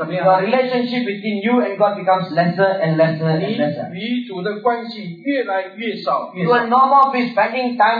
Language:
Chinese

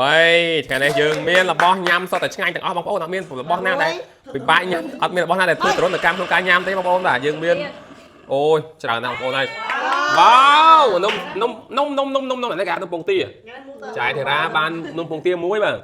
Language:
Khmer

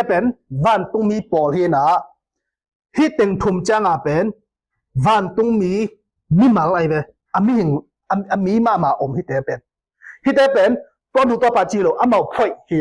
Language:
Tedim Chin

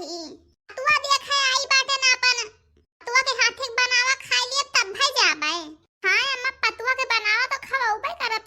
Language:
Awadhi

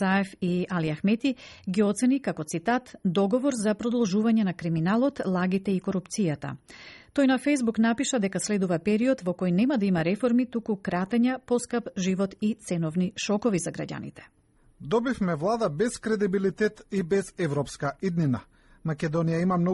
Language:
Macedonian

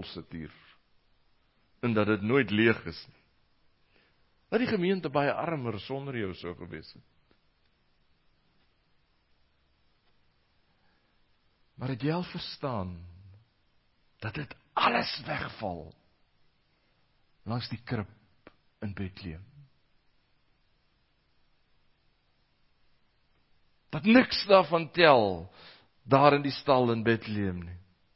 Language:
Afrikaans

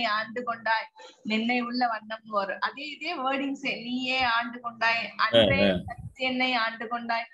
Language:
Tamil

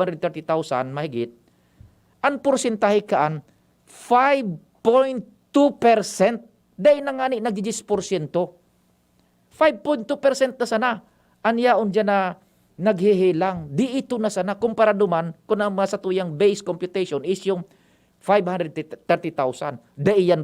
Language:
Bikol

